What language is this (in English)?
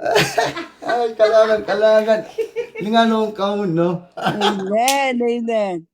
Pohnpeian